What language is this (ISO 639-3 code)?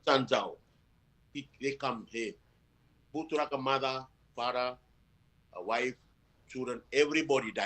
fij